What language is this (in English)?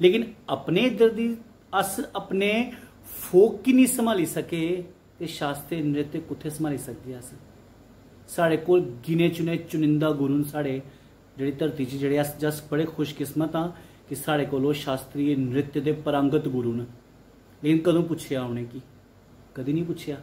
Dogri